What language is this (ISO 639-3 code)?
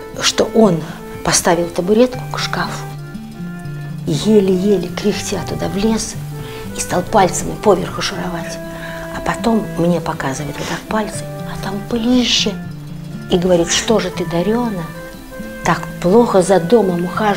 rus